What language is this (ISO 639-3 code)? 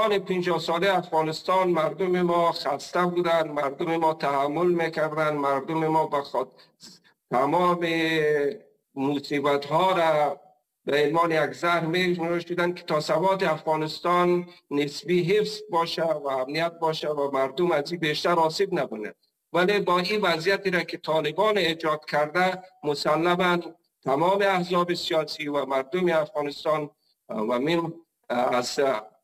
fas